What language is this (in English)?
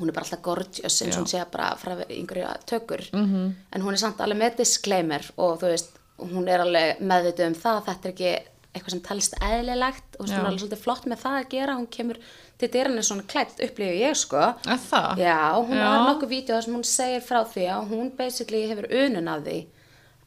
Icelandic